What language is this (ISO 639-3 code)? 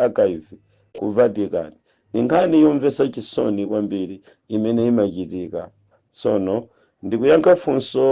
nya